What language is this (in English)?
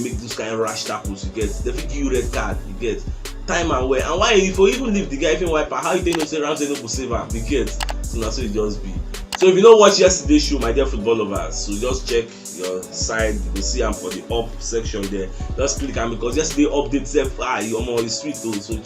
Nigerian Pidgin